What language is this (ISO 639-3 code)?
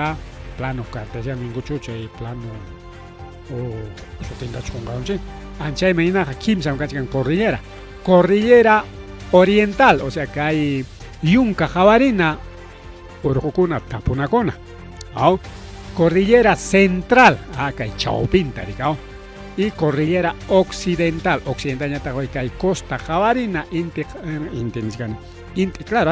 quy